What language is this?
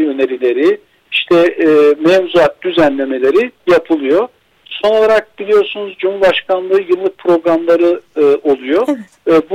Turkish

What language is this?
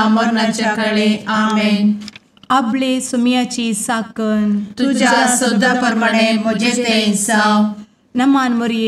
Konkani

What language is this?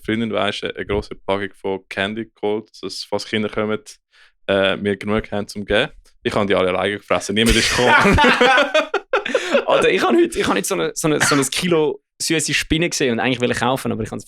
Swiss German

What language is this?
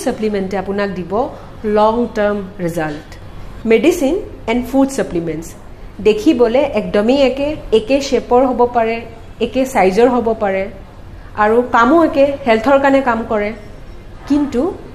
Assamese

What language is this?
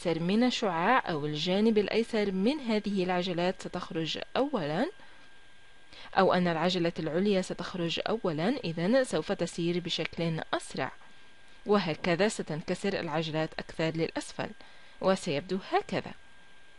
Arabic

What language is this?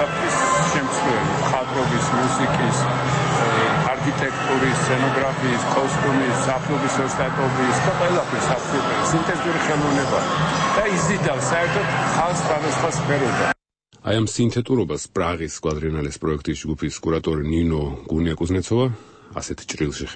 Georgian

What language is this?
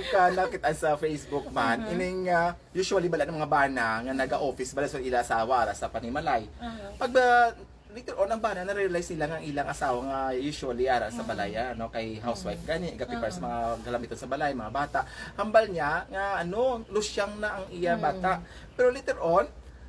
Hiligaynon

